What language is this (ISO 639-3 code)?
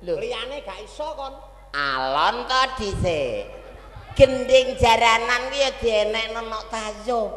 jav